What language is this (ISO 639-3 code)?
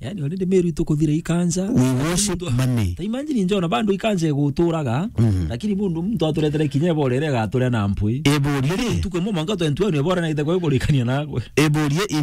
mer